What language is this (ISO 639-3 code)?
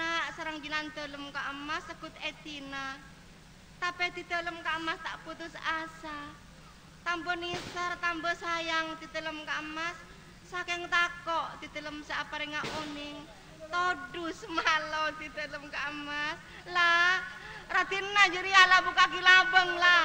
mad